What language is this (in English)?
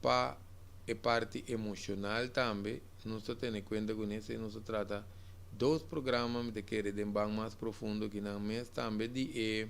Papiamento